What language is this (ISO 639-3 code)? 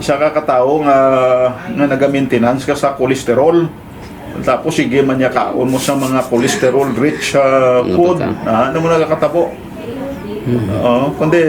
hil